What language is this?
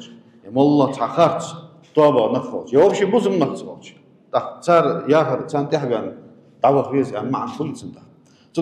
Ingush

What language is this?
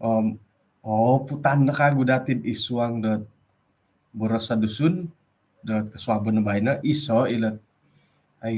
Central Dusun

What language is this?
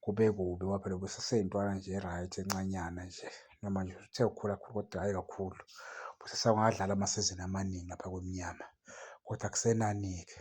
Zulu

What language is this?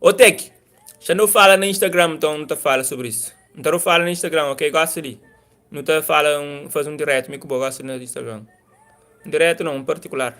Kabuverdianu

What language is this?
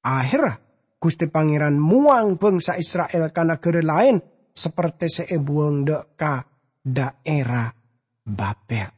Madurese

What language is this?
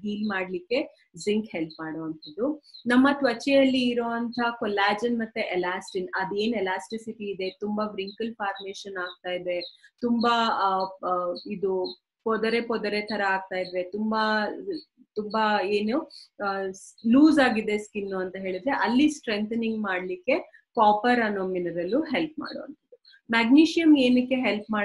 Kannada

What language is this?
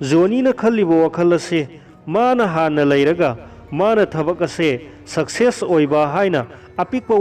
Manipuri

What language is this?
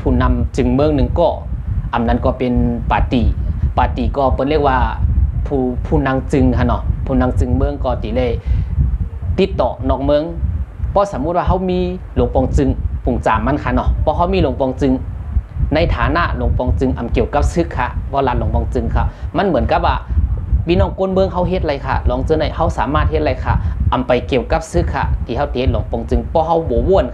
Shan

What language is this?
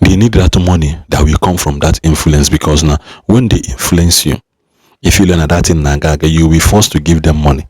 Igbo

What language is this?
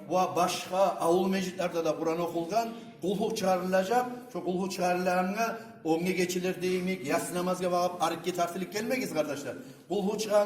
Kumyk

